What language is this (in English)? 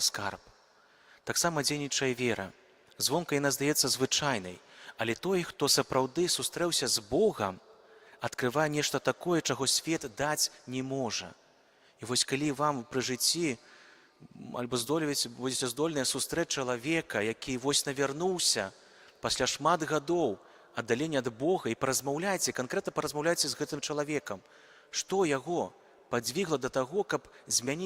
Belarusian